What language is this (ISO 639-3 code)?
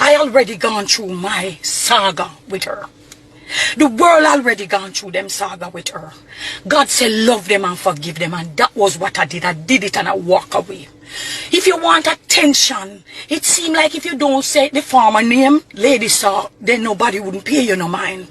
jam